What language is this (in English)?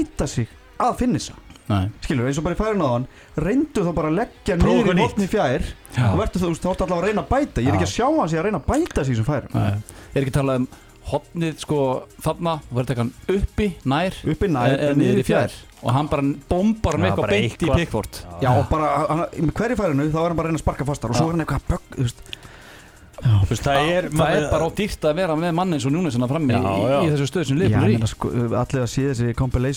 Icelandic